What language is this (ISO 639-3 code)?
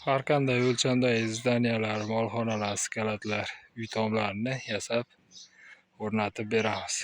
uzb